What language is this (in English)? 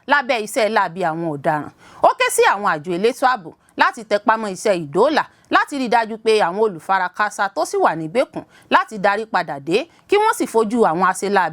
Yoruba